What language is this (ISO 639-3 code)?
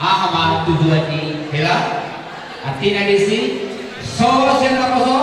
bbc